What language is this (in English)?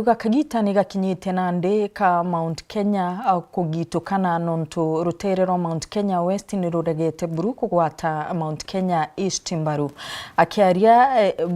Meru